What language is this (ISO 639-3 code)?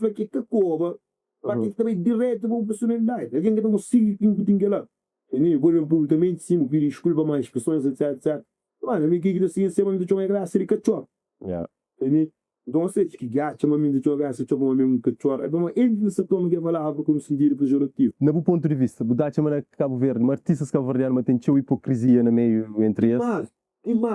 kea